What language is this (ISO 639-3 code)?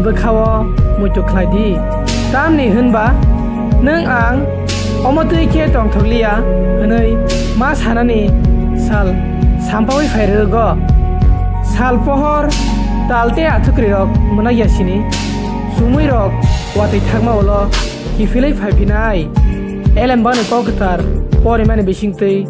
trp